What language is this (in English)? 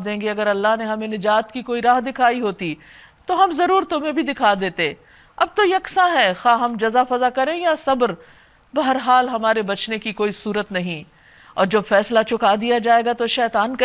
Urdu